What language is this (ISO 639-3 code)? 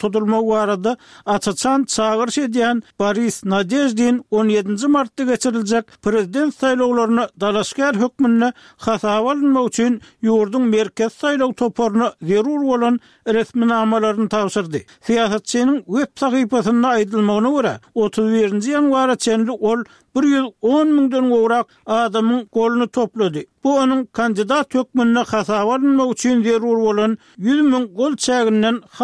tuk